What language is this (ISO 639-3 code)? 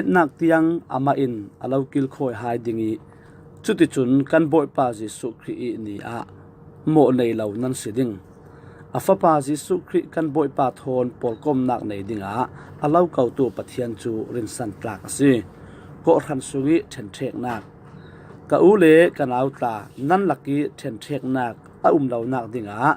cfm